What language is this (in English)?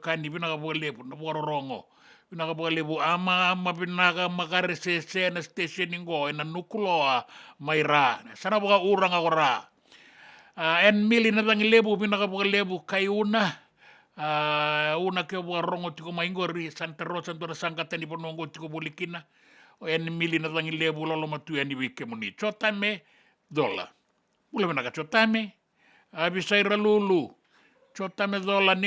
Fijian